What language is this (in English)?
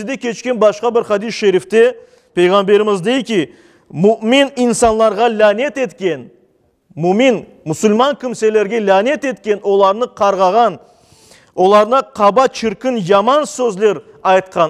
Crimean Tatar